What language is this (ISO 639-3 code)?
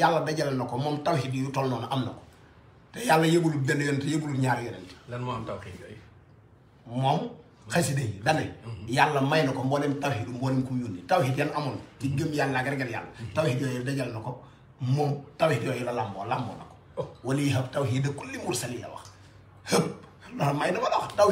wol